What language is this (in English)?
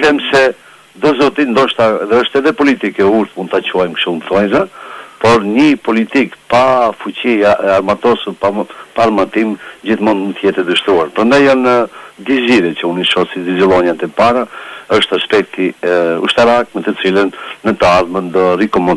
Albanian